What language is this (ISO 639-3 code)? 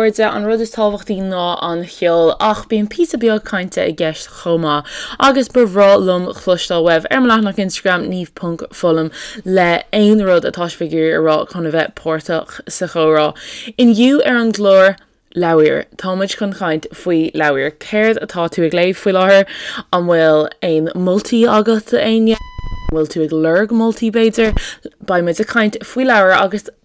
gle